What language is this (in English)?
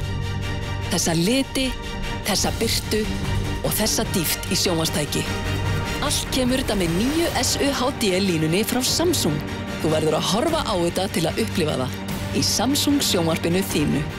Icelandic